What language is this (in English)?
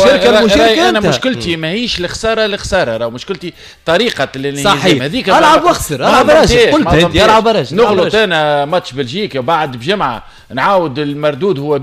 Tunisian Arabic